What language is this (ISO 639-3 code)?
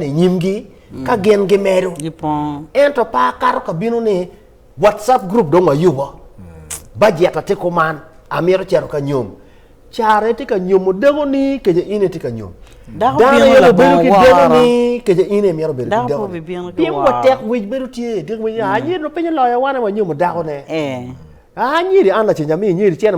ach